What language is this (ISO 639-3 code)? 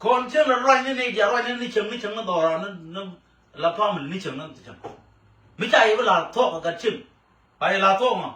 nus